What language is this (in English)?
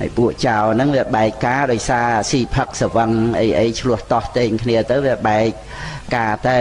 Khmer